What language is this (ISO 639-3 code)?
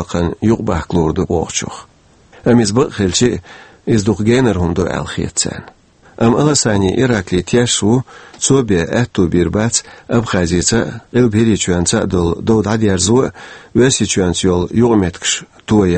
che